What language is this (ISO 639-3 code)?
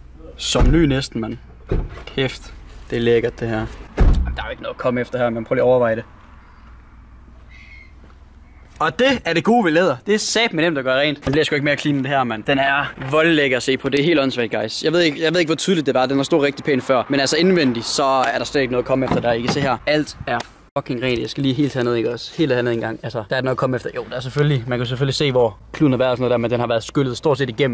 dan